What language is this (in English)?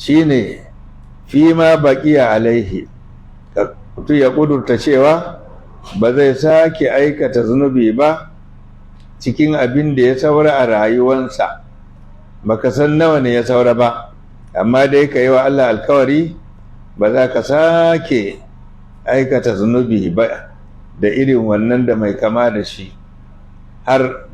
Hausa